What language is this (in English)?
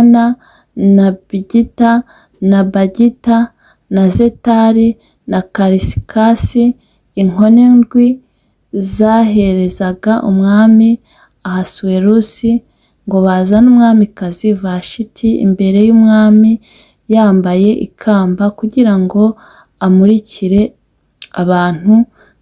Kinyarwanda